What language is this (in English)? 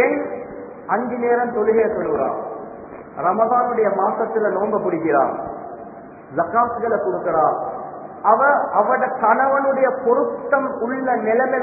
Tamil